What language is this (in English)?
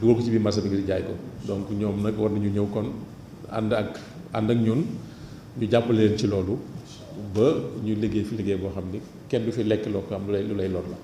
Wolof